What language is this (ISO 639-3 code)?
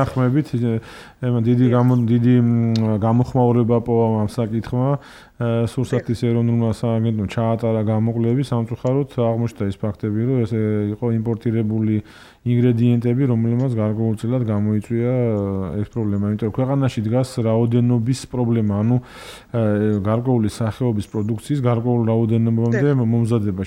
kat